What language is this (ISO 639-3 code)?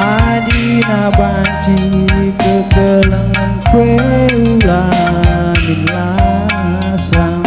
btx